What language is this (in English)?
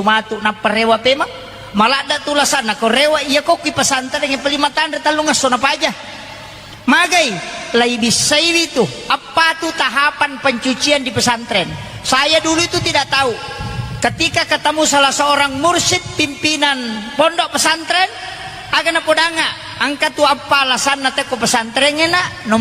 Buginese